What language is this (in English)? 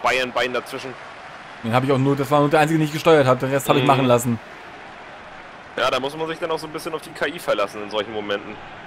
German